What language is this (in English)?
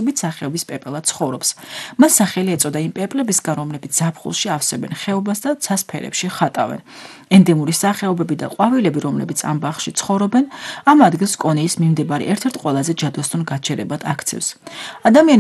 Georgian